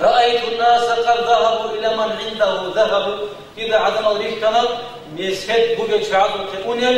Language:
Avaric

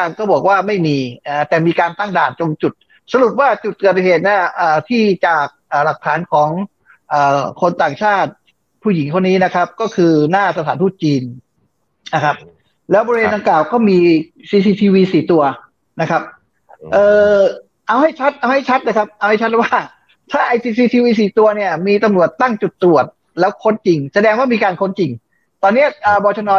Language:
Thai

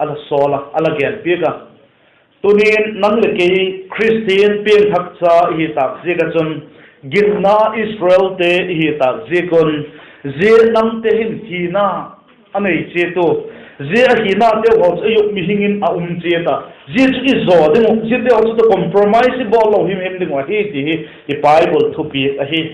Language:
Vaiphei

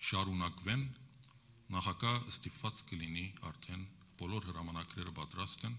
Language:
Armenian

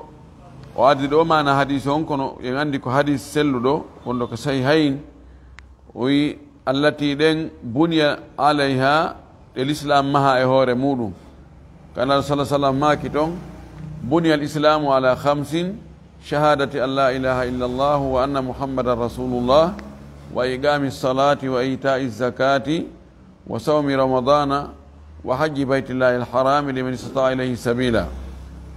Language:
Fula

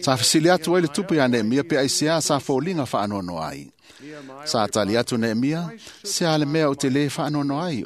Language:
Samoan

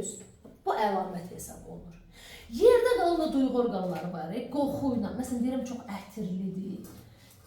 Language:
Azerbaijani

